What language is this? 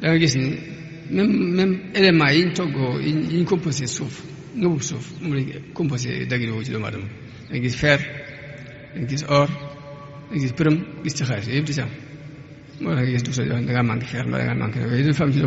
Wolof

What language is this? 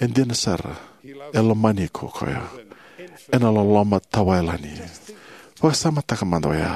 Fijian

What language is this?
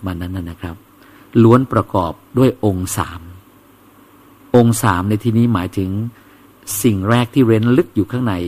Thai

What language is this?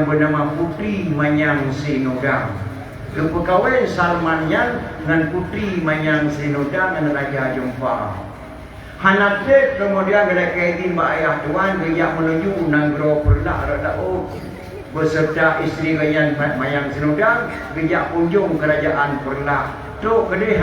Achinese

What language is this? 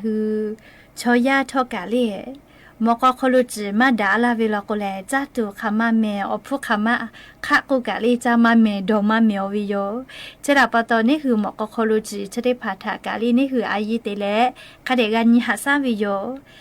Lahu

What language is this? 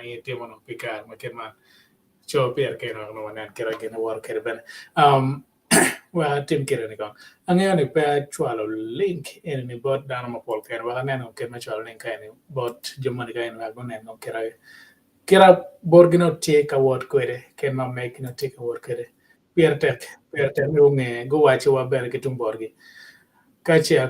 Acoli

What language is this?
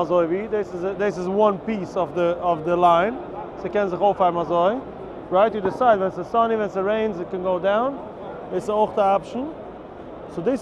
Yiddish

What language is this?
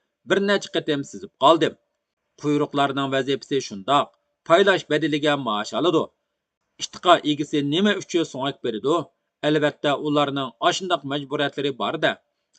Uyghur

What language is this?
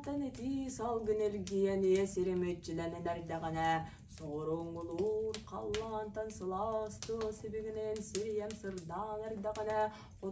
Yakut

